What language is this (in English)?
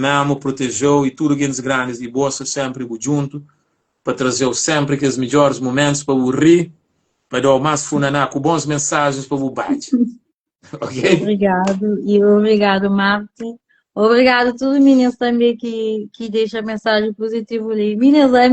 Kabuverdianu